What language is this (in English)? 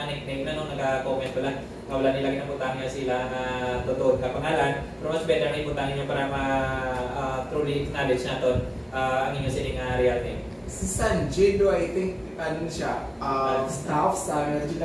Hiligaynon